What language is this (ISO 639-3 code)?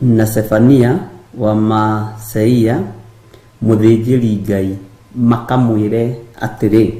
kik